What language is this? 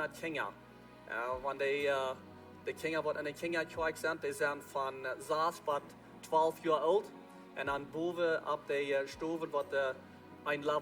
Plautdietsch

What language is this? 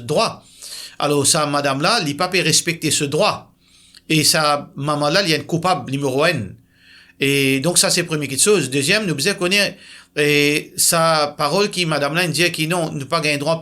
Morisyen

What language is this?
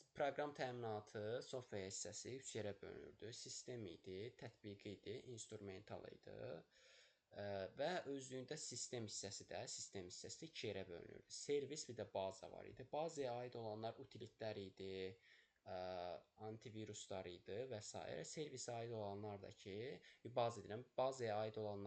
Azerbaijani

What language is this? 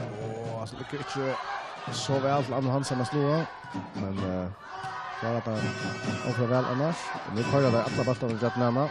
Faroese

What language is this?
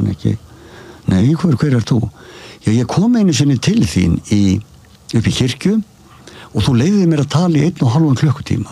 Icelandic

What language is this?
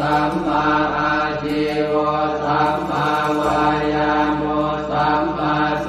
Pali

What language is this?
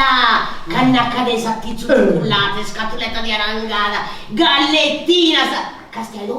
Sardinian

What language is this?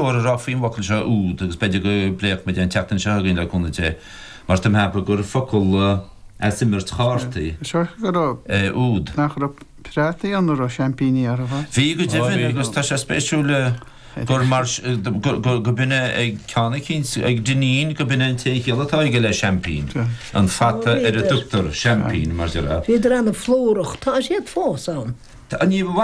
Irish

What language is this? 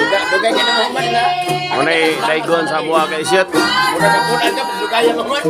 Cebuano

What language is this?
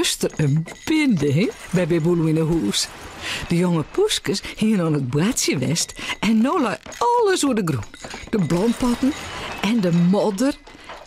Western Frisian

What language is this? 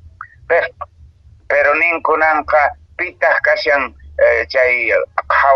Quechua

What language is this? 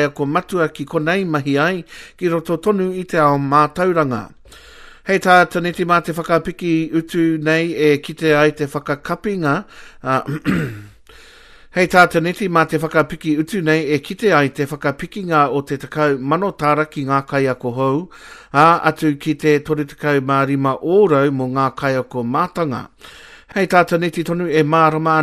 Māori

